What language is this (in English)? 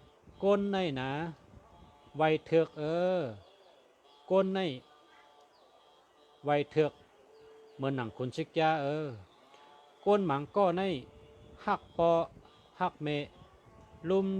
Shan